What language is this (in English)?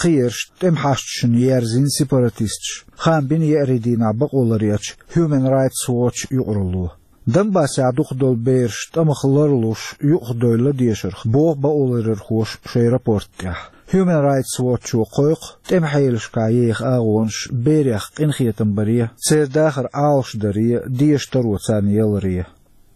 Chechen